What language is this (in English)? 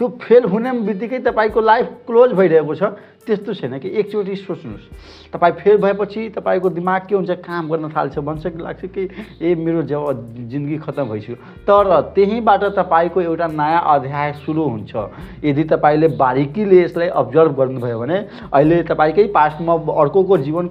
Nepali